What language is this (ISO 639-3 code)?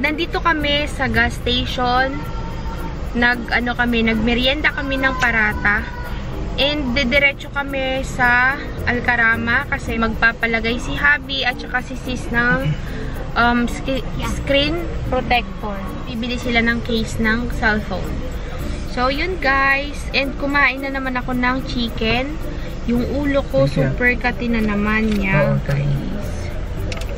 fil